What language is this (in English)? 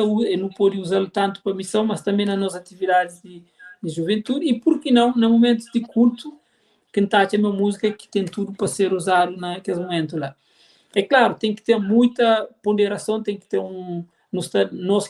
Kabuverdianu